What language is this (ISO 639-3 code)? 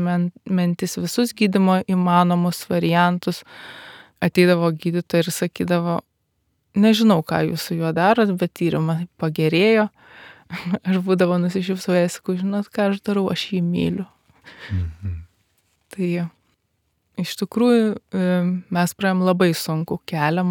lit